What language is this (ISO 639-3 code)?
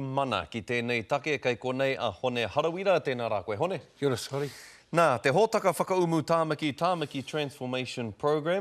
mri